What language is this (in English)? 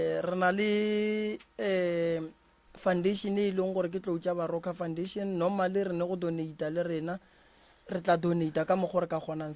Northern Sotho